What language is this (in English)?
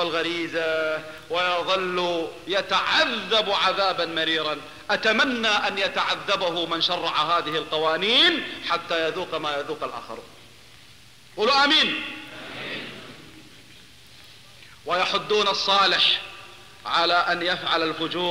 Arabic